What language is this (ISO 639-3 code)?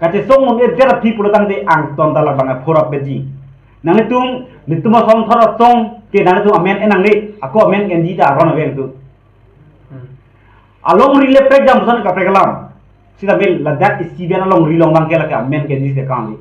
mjw